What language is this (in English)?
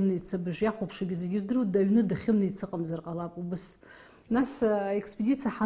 Abkhazian